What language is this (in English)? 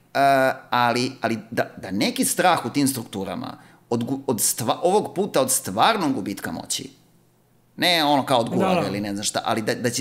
Serbian